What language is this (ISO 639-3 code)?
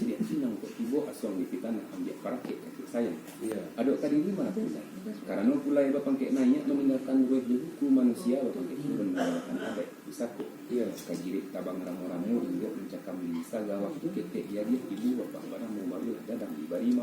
min